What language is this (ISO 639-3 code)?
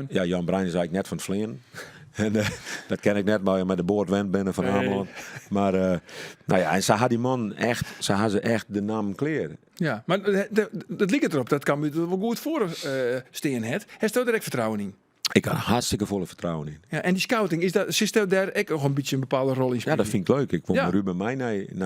fry